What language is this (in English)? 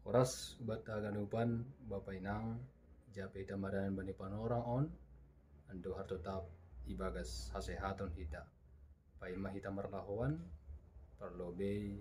Batak Simalungun